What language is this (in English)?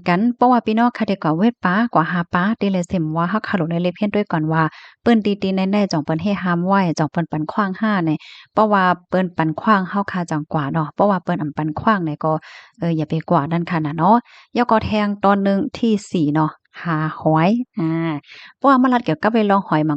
Shan